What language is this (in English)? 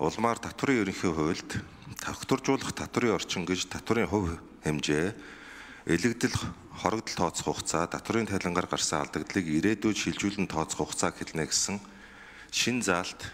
Mongolian